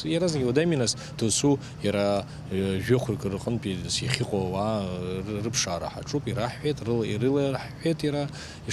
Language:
Abkhazian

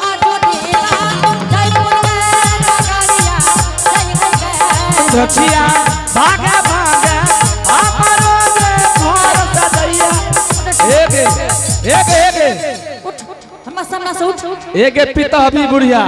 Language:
Angika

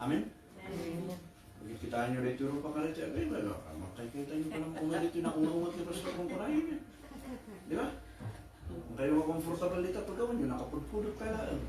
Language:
Iloko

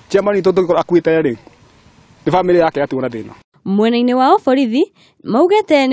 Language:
Kikuyu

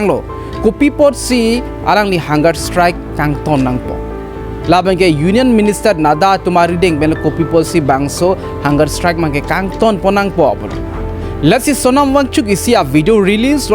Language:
Karbi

